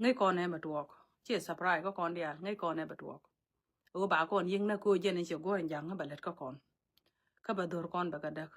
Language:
Nuer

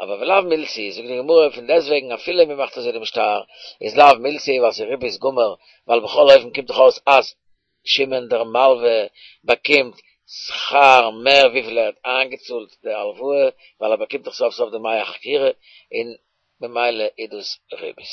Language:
Yiddish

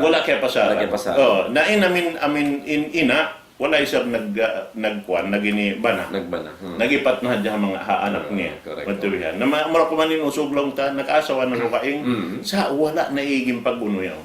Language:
Tausug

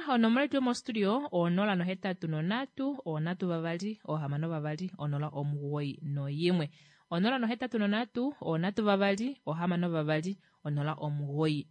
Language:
Kuanyama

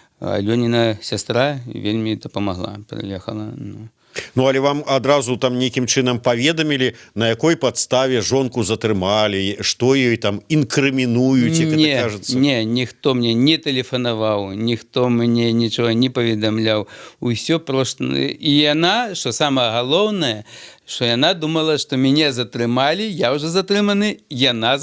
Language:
Belarusian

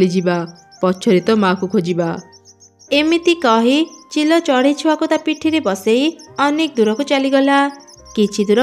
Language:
Odia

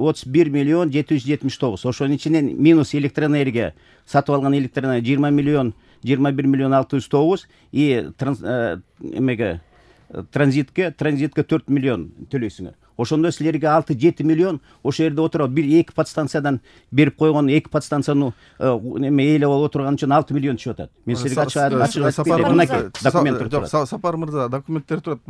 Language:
Kyrgyz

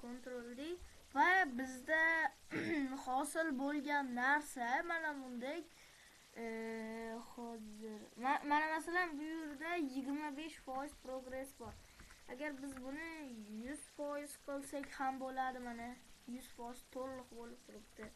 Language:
Uzbek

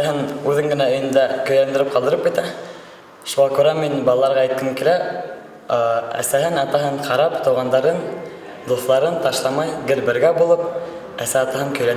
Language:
Bashkir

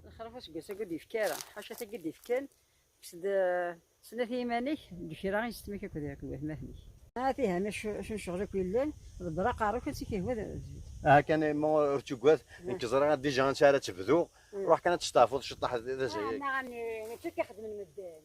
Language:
Kabyle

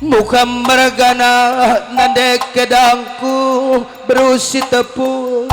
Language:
Batak Karo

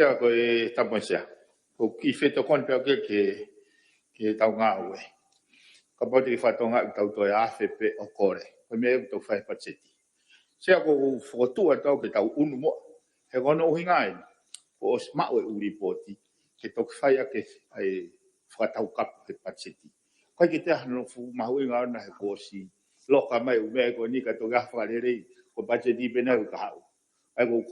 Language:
Tongan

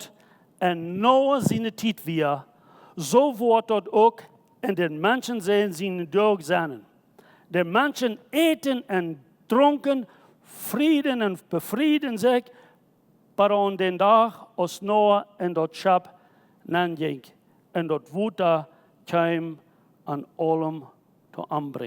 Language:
Plautdietsch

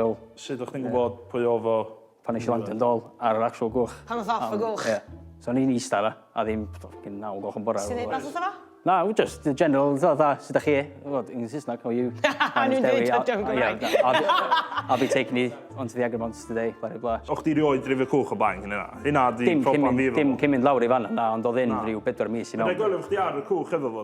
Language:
Welsh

